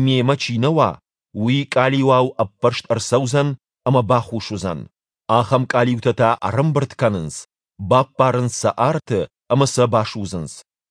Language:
Ossetic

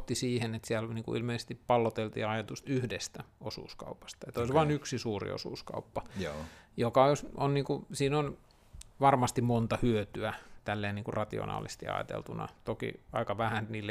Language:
Finnish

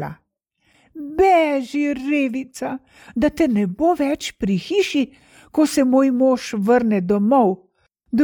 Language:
Slovenian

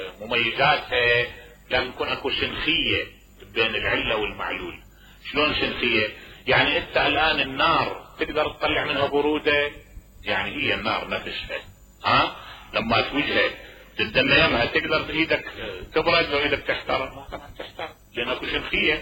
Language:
Mesopotamian Arabic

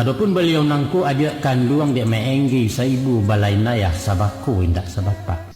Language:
Minangkabau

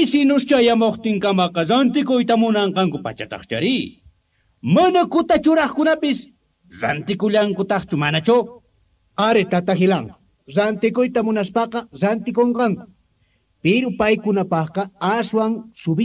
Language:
Quechua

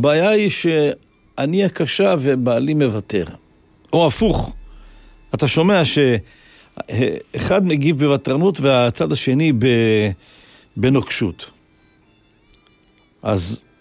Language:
Hebrew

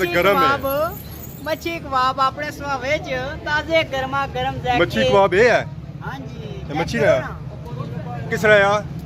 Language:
Pahari-Potwari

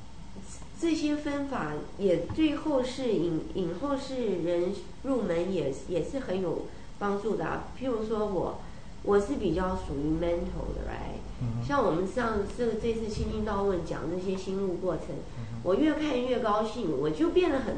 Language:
Chinese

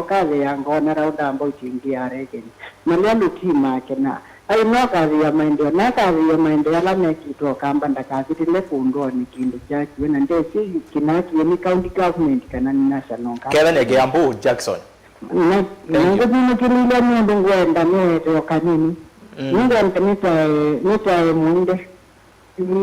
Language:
Kamba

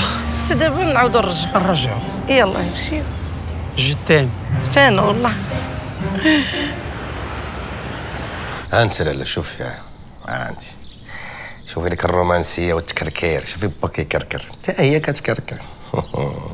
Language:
Moroccan Arabic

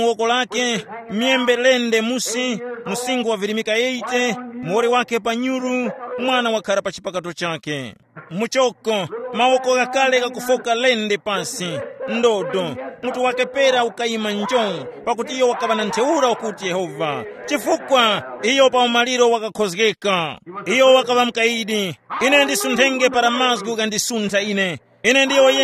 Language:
Tumbuka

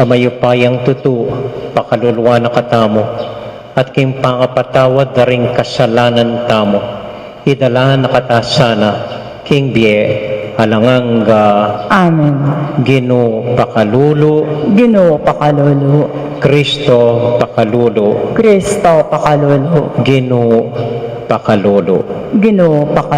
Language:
Pampanga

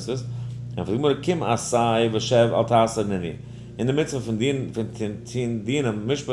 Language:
Yiddish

